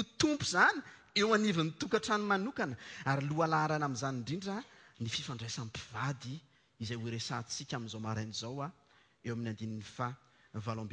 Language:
Malagasy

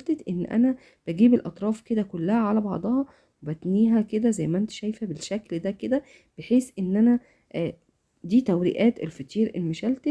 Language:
Egyptian Arabic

